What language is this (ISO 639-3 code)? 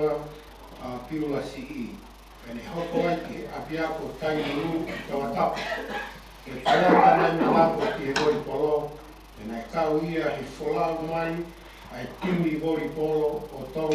ton